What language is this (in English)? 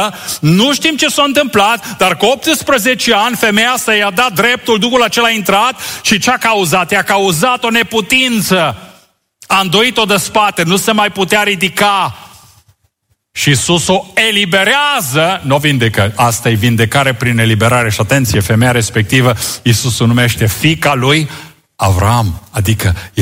Romanian